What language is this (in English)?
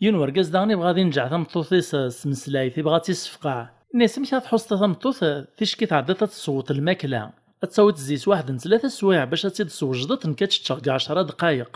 Kabyle